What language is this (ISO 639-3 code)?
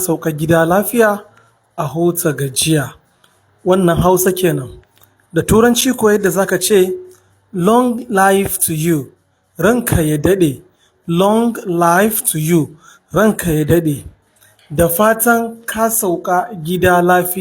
hau